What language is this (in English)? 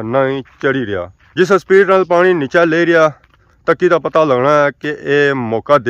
Pahari-Potwari